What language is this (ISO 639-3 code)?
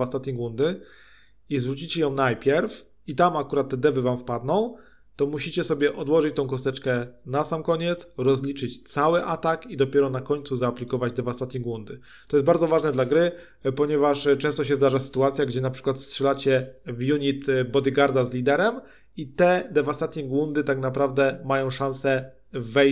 pol